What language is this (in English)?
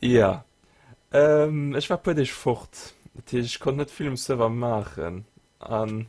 Luxembourgish